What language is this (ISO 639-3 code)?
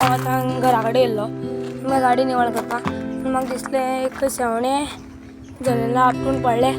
kok